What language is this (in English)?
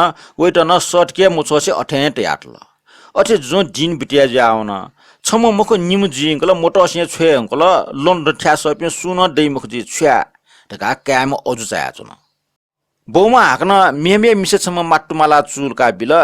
Newari